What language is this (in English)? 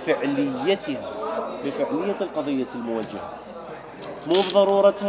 Mesopotamian Arabic